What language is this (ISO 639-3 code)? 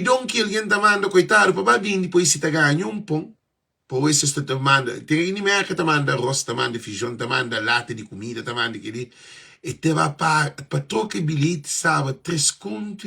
kea